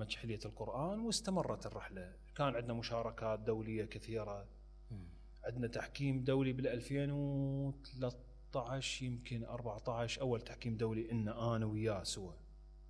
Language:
Mesopotamian Arabic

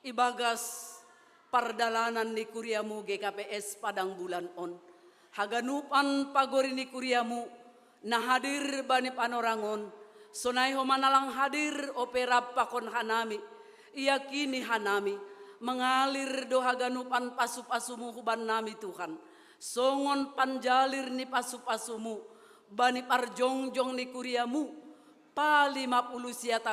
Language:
Batak Simalungun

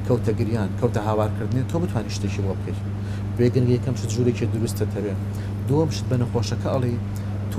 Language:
Central Kurdish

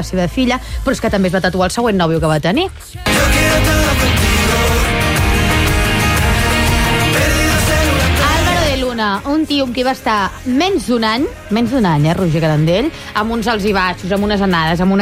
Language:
Catalan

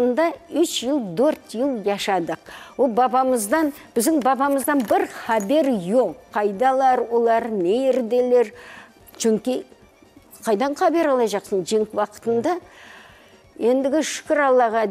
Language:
Crimean Tatar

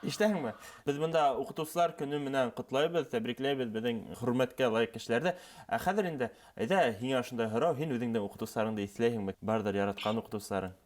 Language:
Bashkir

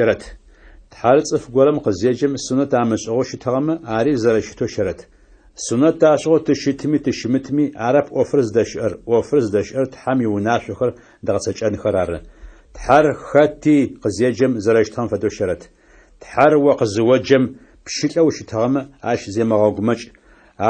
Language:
Adyghe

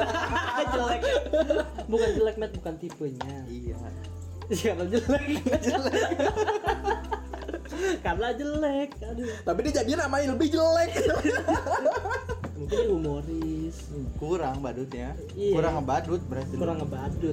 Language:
Indonesian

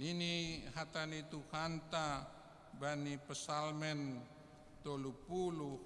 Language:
Batak Simalungun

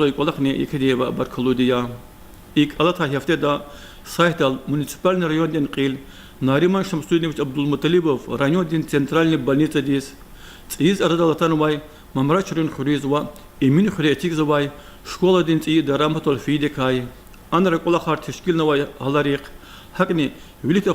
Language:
Lezghian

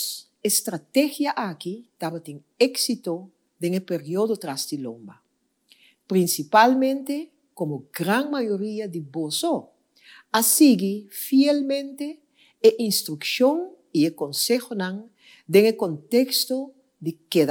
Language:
Papiamento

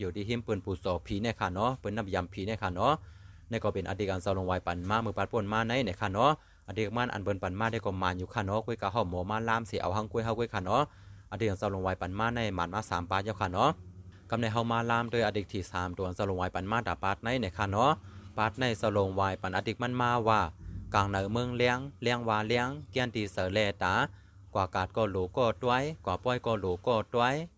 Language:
Shan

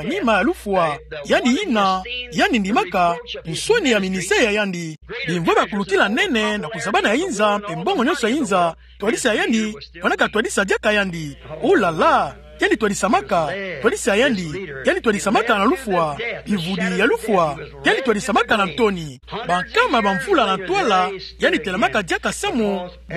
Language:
Kituba (Democratic Republic of Congo)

